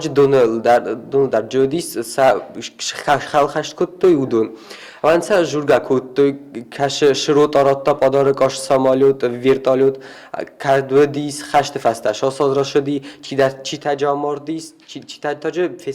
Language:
Ossetic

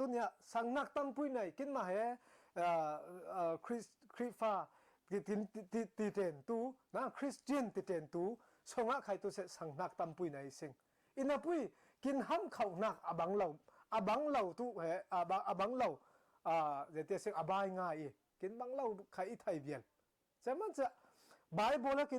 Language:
Falam Chin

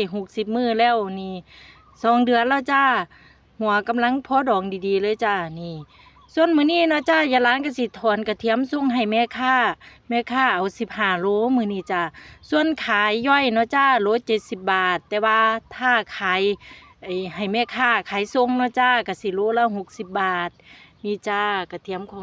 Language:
Lao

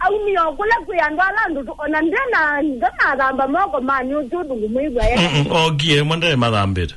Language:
Kamba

